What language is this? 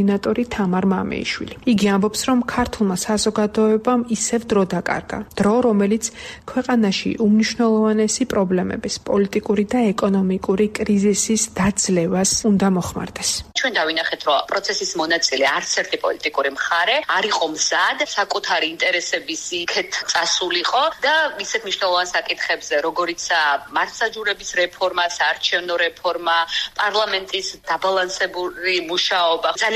Georgian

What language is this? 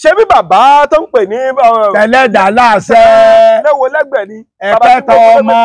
Yoruba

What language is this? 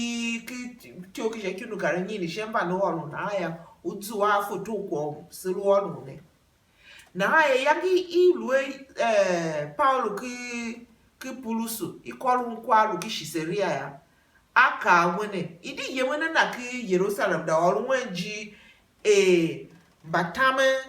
Tiv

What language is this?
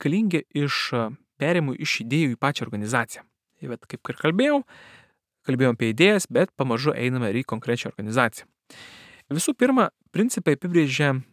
Lithuanian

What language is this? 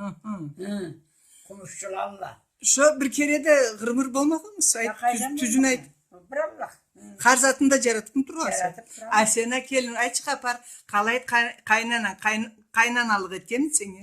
Karachay-Balkar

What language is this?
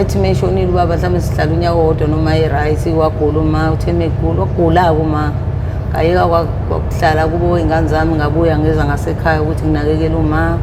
Zulu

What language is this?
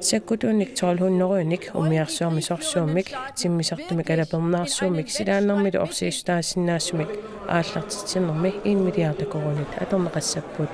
Kalaallisut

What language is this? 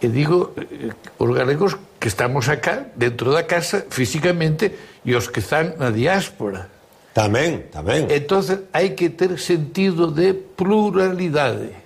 Galician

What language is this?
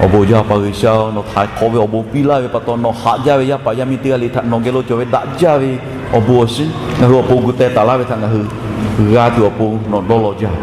Lahu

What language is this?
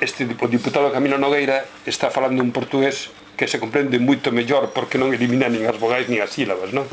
Galician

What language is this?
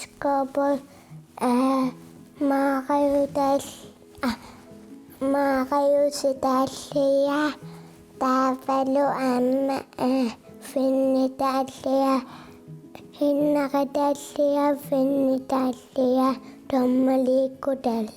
Kalaallisut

